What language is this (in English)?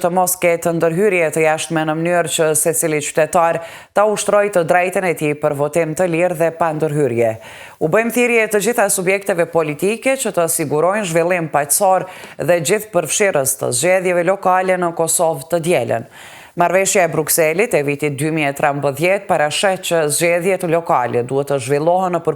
Albanian